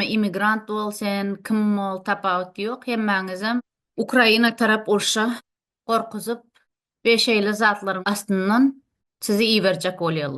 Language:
Turkmen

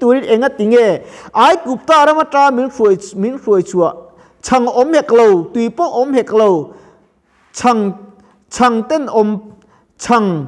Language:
Mizo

